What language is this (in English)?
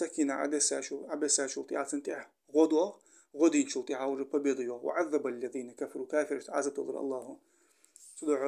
Ingush